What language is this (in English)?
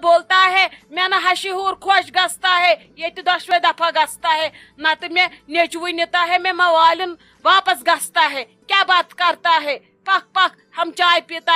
Kashmiri